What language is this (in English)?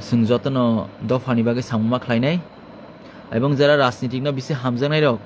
Kok Borok